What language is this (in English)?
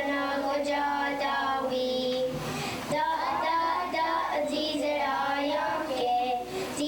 Mohawk